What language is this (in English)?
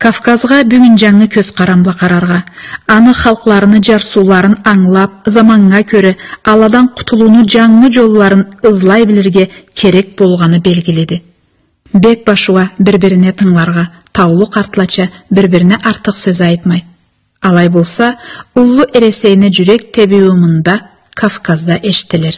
Karachay-Balkar